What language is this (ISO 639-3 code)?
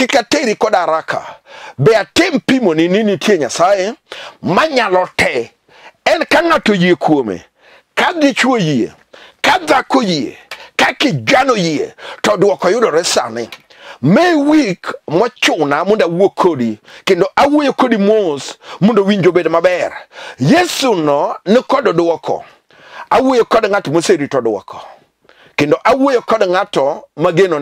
luo